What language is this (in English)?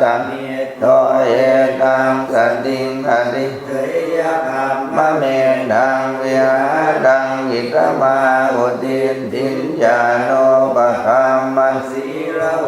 Pali